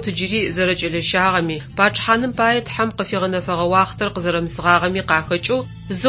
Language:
Adyghe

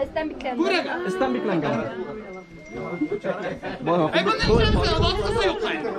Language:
Bashkir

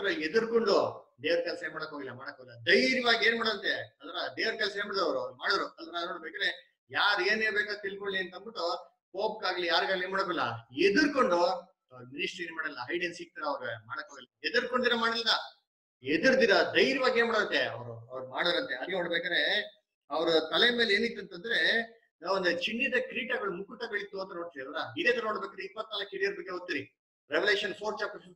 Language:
Kannada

